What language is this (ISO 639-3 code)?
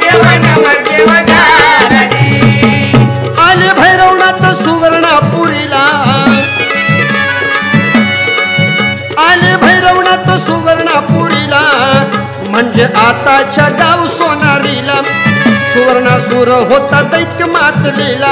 mar